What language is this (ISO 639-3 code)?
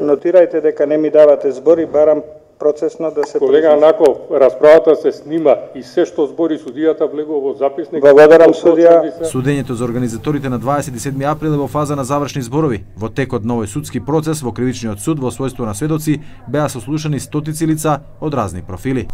mkd